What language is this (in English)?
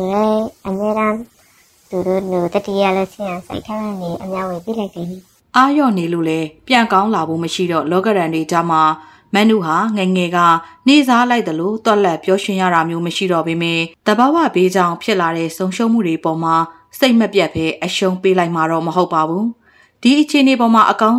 Burmese